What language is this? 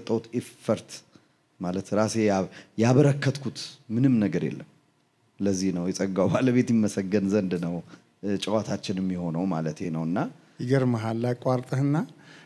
Amharic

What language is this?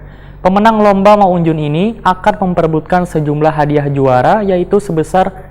Banjar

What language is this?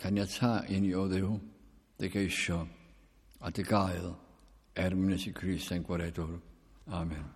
Welsh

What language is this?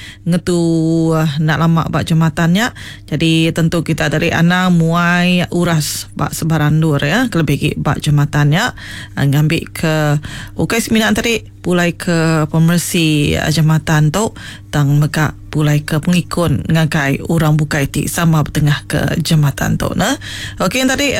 Iban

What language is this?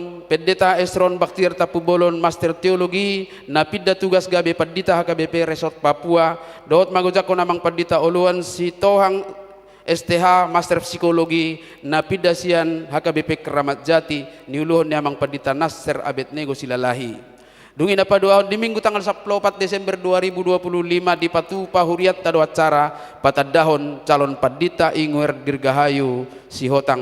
Batak Toba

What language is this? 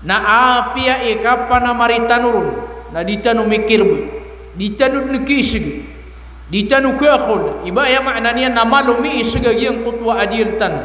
Maranao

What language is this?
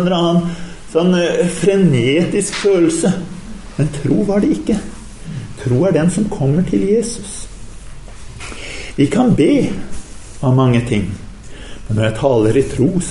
Norwegian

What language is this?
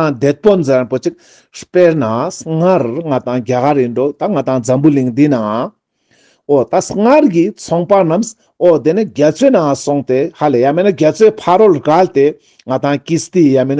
Ladakhi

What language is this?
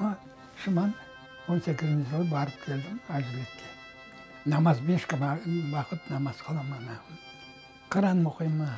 Crimean Tatar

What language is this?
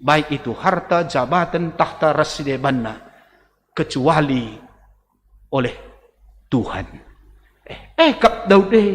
Batak Karo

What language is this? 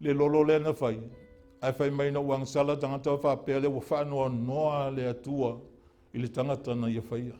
Samoan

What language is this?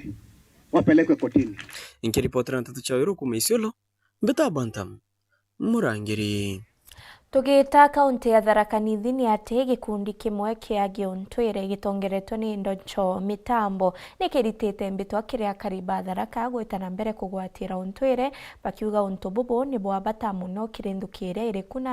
Meru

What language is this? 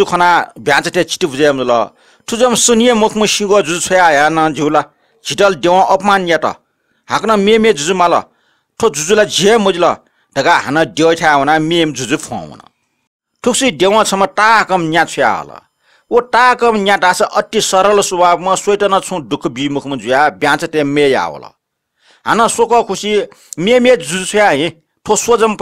Newari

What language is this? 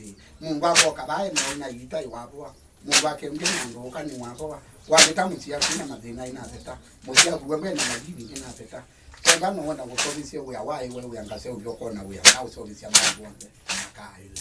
Kamba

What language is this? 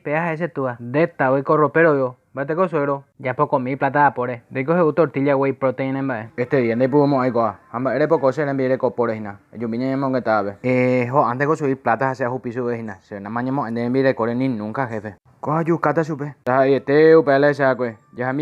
Guarani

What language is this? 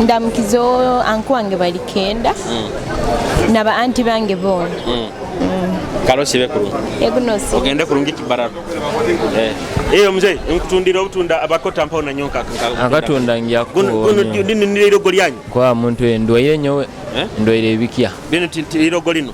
Nyoro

